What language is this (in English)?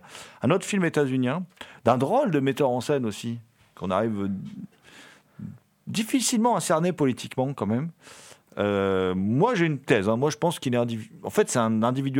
French